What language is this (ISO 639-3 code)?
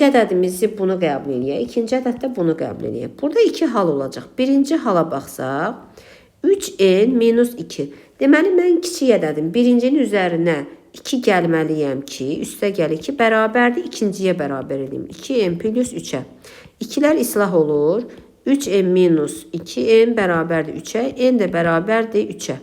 aze